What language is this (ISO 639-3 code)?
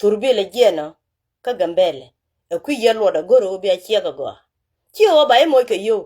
nus